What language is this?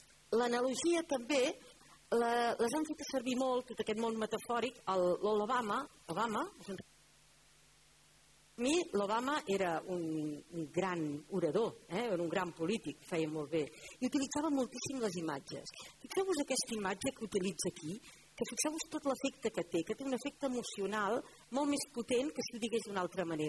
Catalan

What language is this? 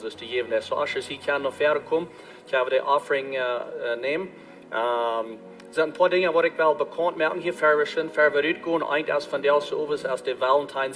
Plautdietsch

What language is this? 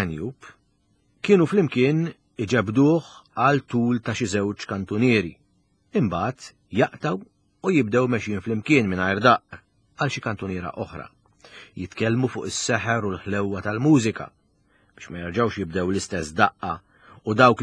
Maltese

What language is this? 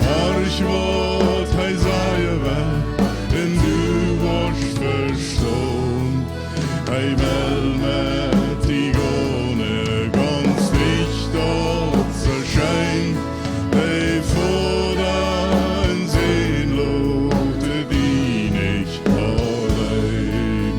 Plautdietsch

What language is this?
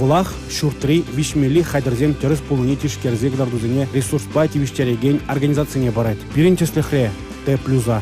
Chuvash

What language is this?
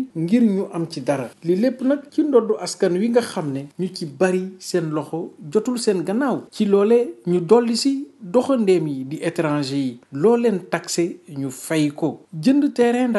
Wolof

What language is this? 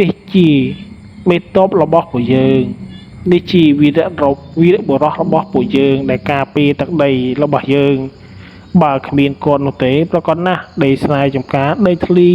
Khmer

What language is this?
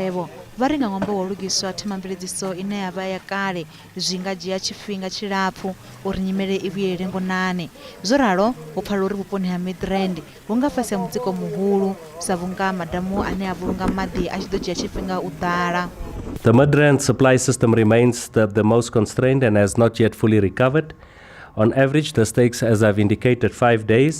Venda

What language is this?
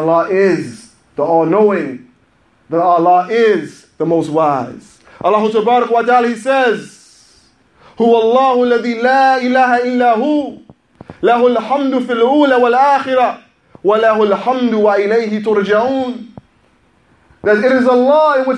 English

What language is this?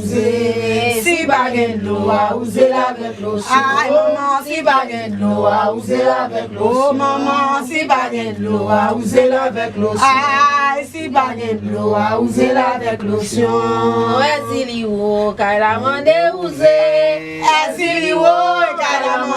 Haitian Creole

